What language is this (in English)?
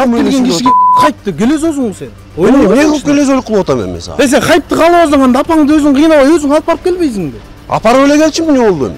Kyrgyz